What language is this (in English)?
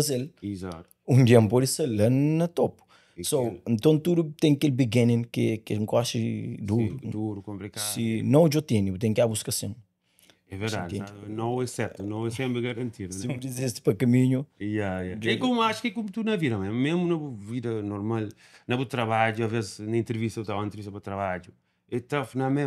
Kabuverdianu